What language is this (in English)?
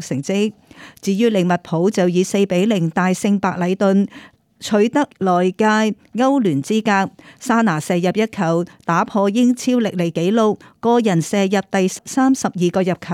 Cantonese